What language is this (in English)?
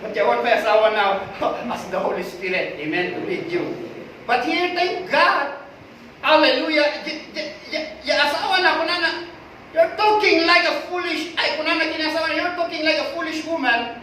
Iloko